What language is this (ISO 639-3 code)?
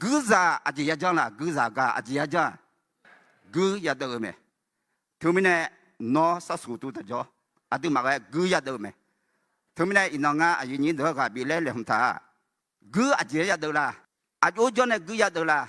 ahk